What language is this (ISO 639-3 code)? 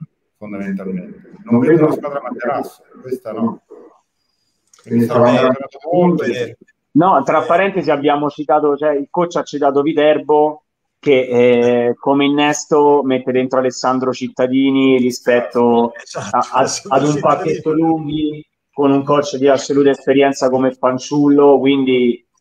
ita